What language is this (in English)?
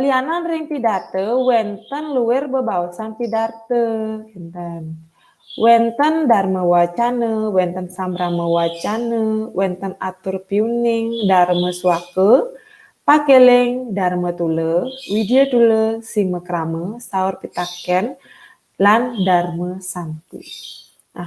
Balinese